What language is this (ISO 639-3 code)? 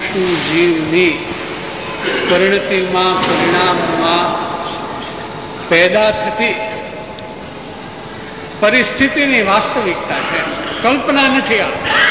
guj